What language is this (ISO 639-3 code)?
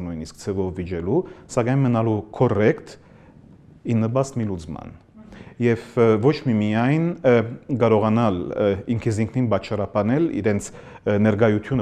hye